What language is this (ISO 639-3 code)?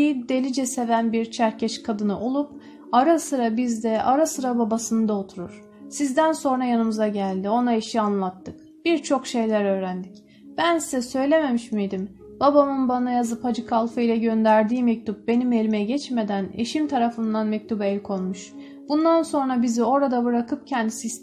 tur